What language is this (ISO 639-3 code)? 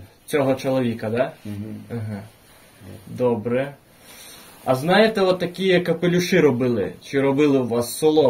ukr